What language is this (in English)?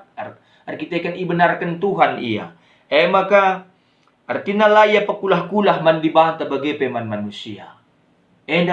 Batak Karo